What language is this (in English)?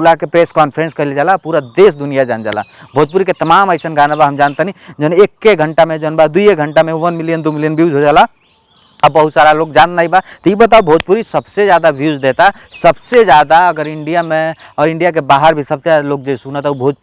Bhojpuri